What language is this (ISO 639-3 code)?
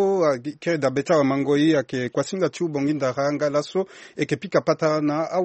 sag